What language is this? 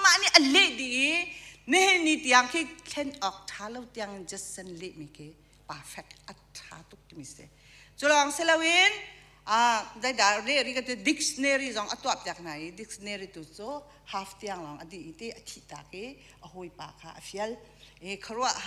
Hakha Chin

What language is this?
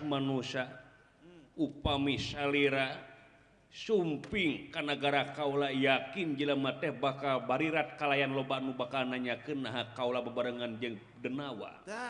Sundanese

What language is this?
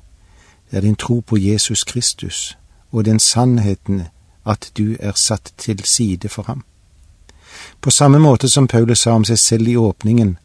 Norwegian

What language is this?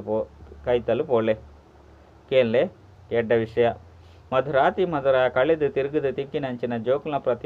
Tulu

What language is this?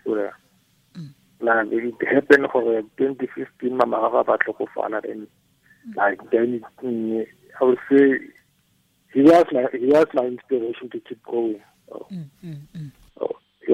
Tswana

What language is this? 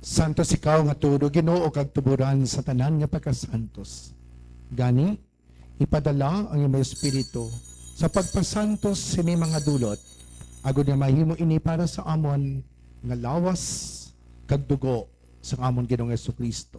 Hiligaynon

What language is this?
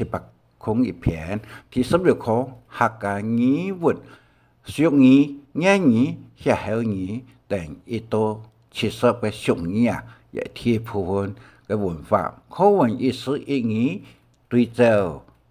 Hakka Chinese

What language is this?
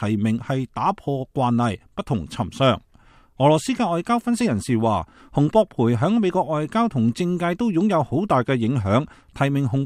Cantonese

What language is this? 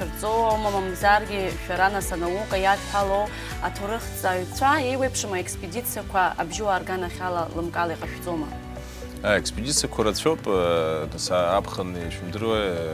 Abkhazian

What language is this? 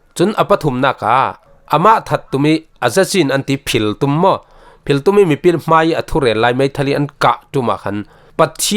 Falam Chin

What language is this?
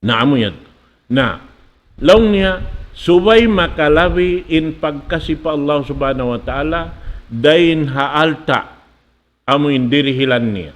Tausug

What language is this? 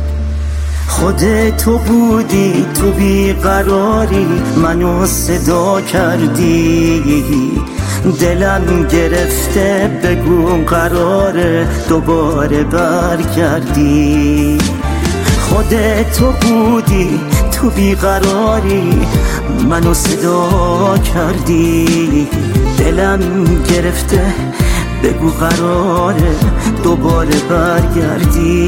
Persian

